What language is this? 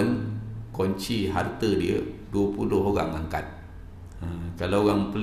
Malay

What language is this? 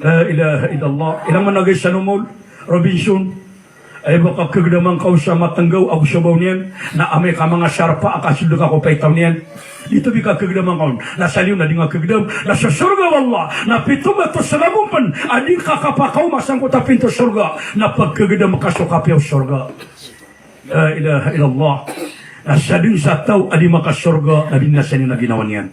Maranao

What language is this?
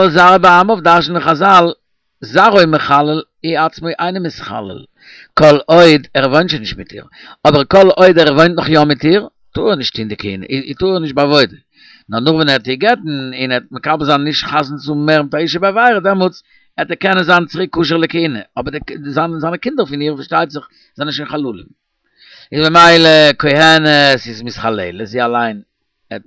Yiddish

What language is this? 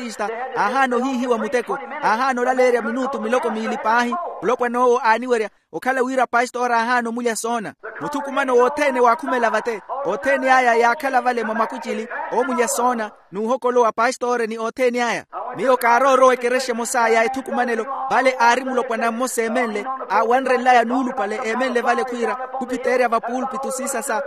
Makhuwa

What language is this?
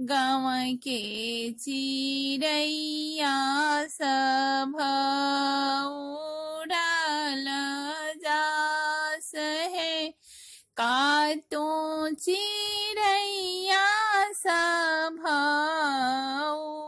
Bhojpuri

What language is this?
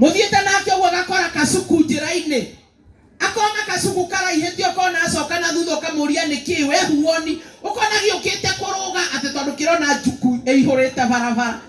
Kikuyu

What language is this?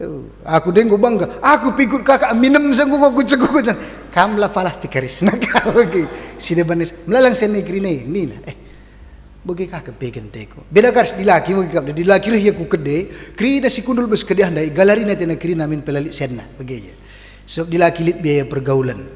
Batak Karo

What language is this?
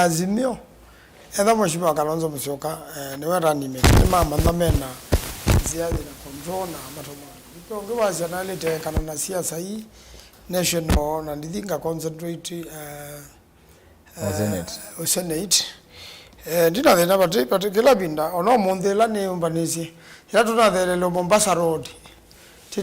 Kamba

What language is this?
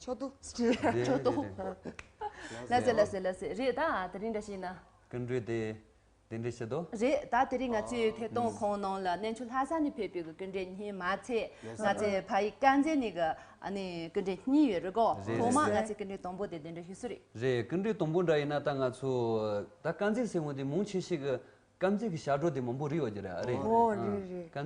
Tibetan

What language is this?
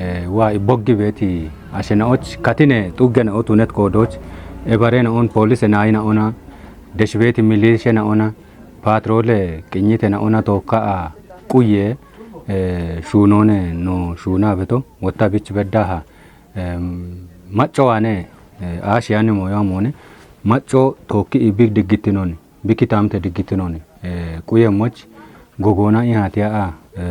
Kafa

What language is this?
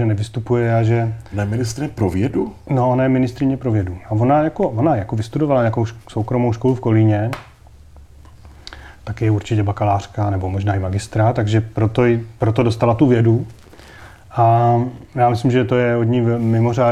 Czech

